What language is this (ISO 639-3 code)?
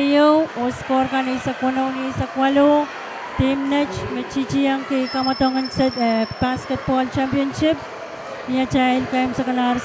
pon